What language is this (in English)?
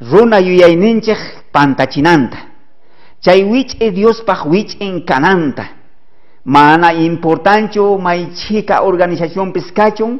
South Bolivian Quechua